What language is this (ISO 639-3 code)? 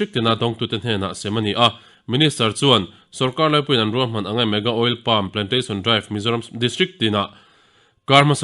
lus